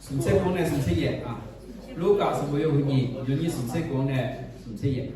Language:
Akha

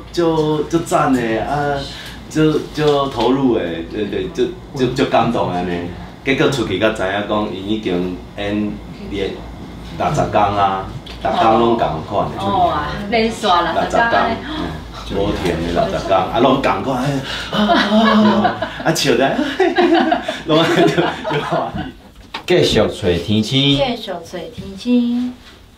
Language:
Min Nan Chinese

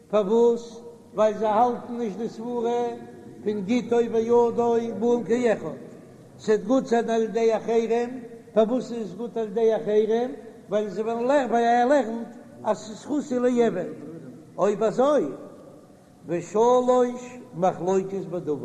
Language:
Yiddish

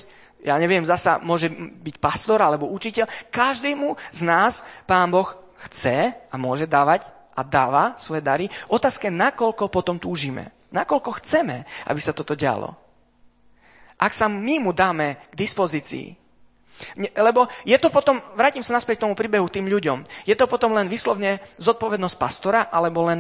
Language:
Slovak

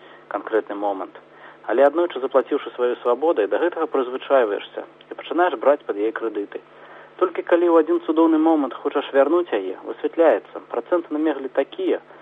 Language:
Belarusian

